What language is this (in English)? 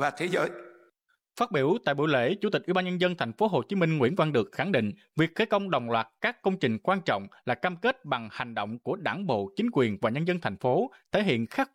Vietnamese